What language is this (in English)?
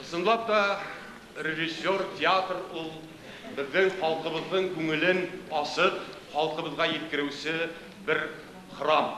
Bashkir